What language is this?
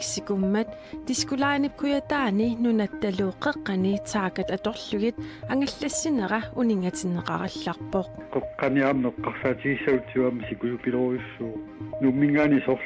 Kalaallisut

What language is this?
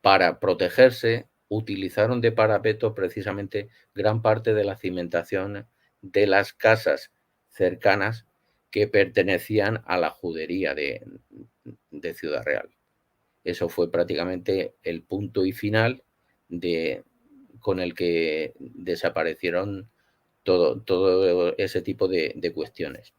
Ladino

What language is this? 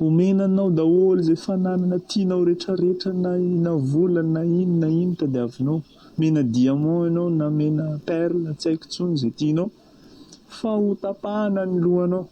Malagasy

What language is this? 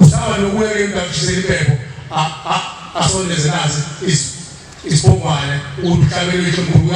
Zulu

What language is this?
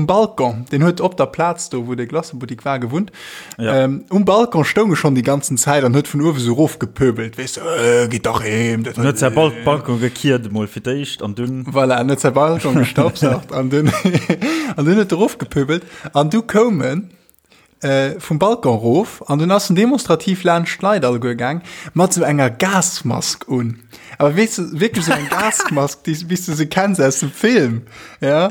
Luxembourgish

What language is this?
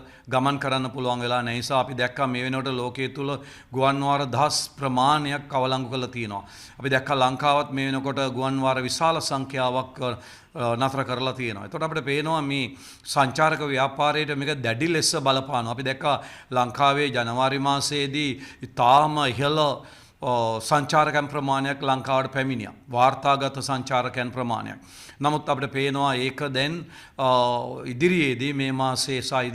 Sinhala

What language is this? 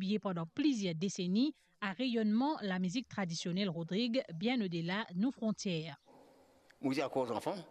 Morisyen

